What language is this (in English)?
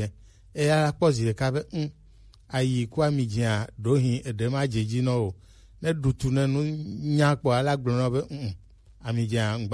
Gen